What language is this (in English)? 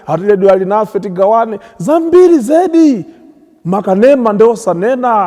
Nyanja